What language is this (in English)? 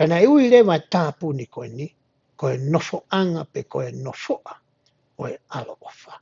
Tongan